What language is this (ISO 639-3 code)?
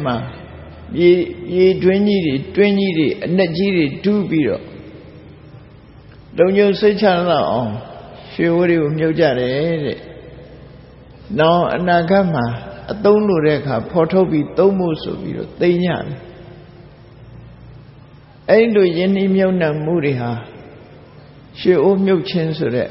mya